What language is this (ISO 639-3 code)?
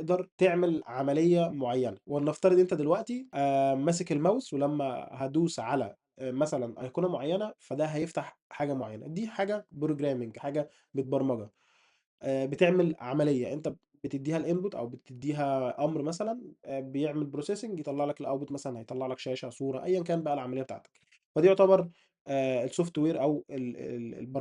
arz